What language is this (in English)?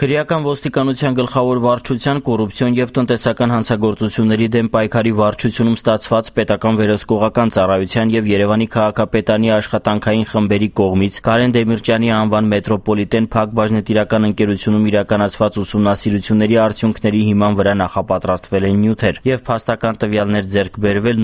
Armenian